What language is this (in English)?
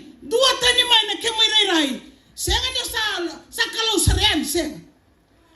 Fijian